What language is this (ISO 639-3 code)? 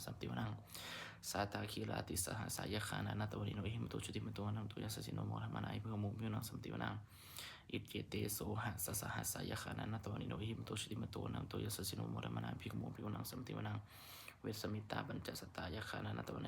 pli